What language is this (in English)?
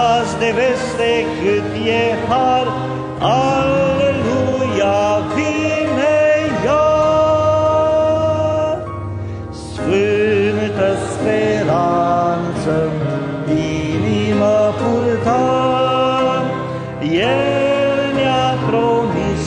Romanian